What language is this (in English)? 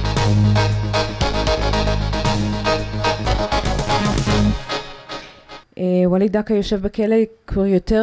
Hebrew